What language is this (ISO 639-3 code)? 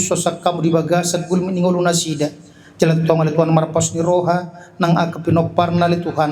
bbc